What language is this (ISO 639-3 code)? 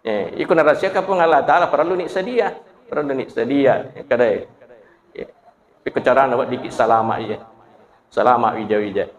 bug